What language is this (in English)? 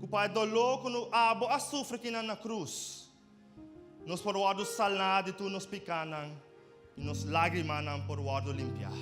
Papiamento